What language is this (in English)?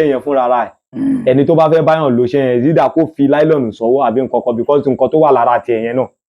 Yoruba